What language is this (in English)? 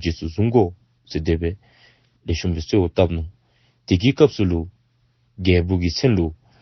Dzongkha